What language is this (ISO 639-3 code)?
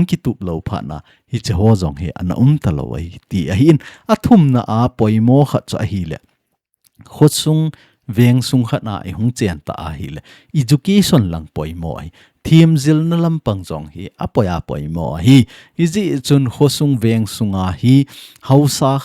tcz